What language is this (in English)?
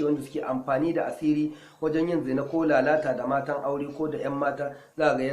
Hausa